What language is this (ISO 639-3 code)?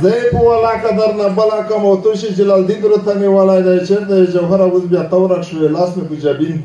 pus